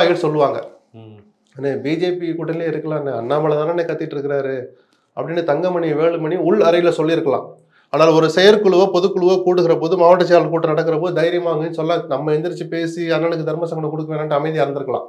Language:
Tamil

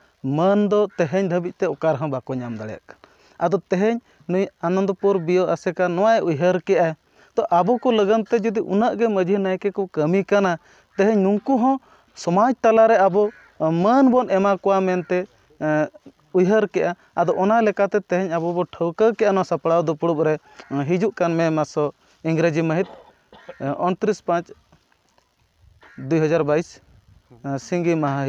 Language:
Santali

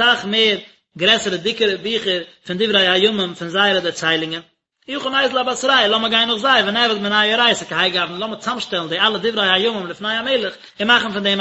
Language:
Yiddish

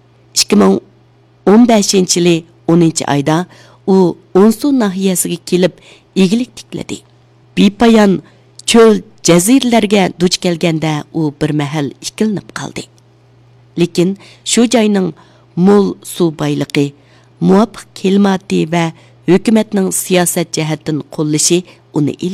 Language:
Uyghur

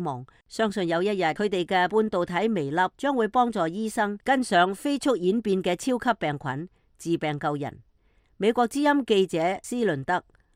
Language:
Cantonese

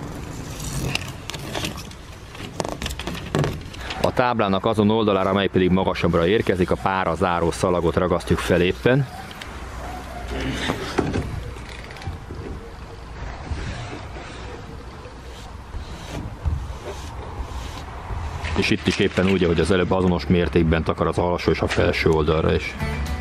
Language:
Hungarian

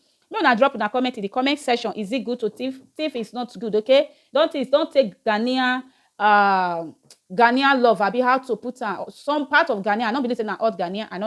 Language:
Nigerian Pidgin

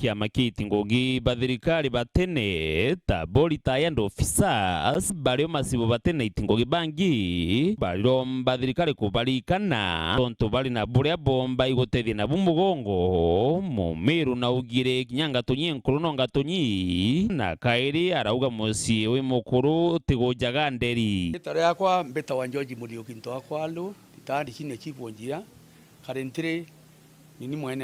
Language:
Meru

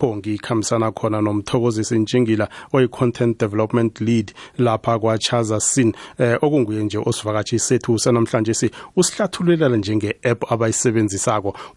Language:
South Ndebele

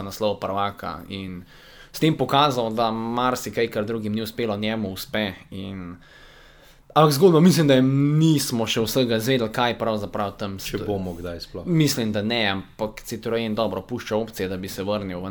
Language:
Slovenian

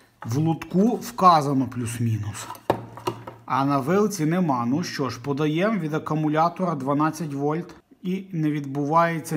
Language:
Ukrainian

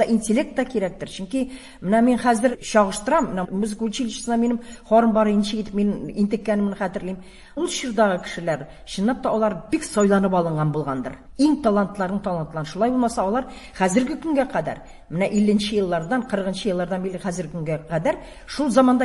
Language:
Tatar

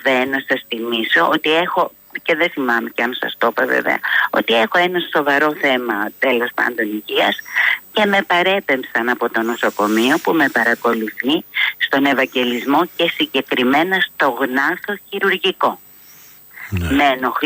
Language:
Greek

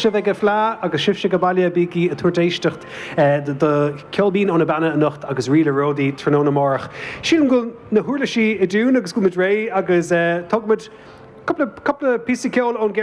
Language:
Irish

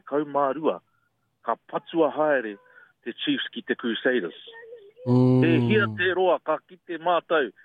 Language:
Māori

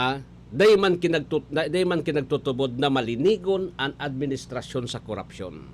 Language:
Bikol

